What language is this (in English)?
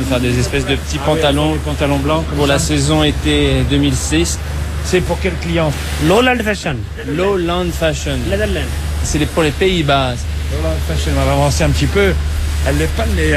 French